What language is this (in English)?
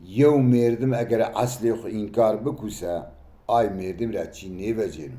Zaza